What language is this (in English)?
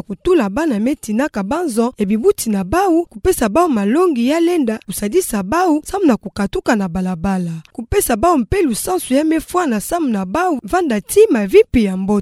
Kituba (Democratic Republic of Congo)